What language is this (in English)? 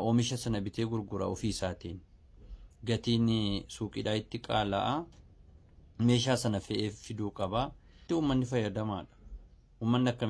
Oromo